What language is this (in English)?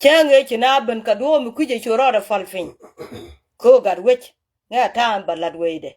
Nuer